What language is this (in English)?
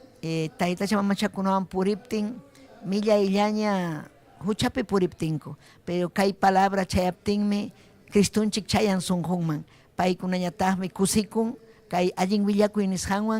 Ayacucho Quechua